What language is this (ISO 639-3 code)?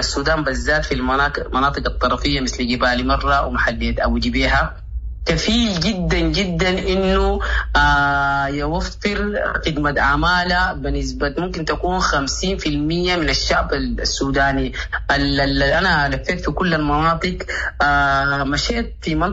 apd